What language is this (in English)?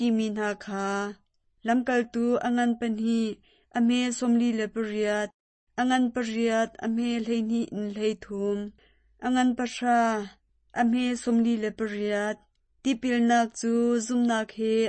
Hakha Chin